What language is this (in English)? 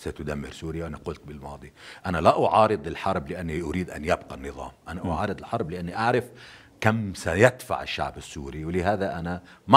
North Levantine Arabic